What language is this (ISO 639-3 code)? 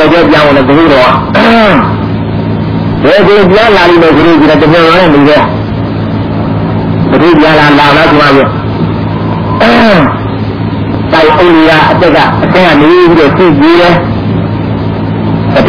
mya